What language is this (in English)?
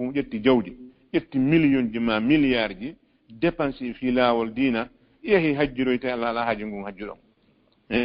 Fula